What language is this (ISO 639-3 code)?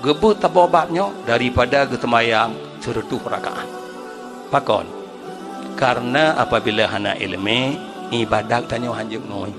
ace